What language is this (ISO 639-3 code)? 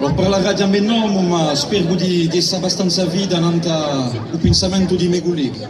cos